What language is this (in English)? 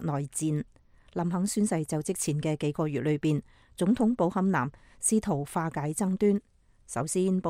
Cantonese